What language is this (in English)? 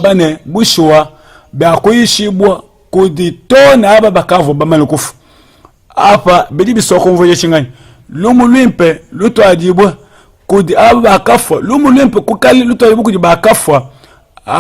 Luba-Lulua